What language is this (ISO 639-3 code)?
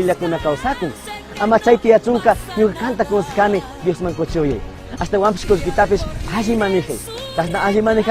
qug